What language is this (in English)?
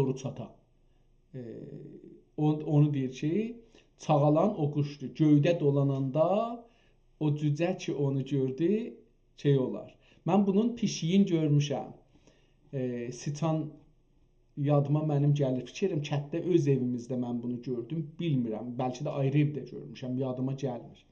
South Azerbaijani